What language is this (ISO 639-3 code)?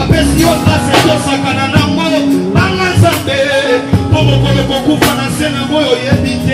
lin